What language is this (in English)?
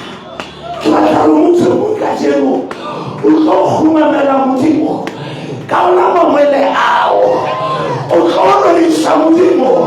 Southern Sotho